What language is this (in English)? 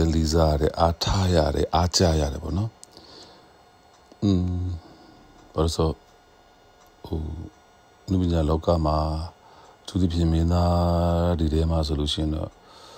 Burmese